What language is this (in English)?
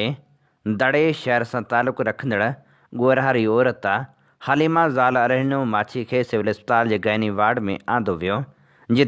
Sindhi